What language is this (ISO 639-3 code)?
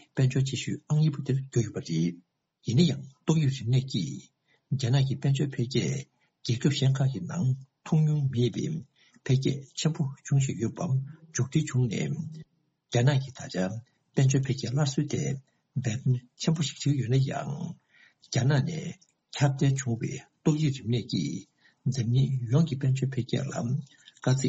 bod